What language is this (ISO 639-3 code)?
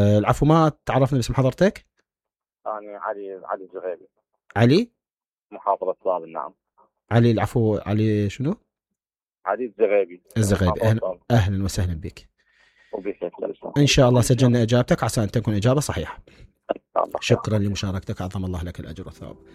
acm